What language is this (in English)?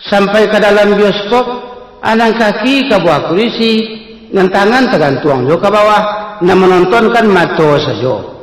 Minangkabau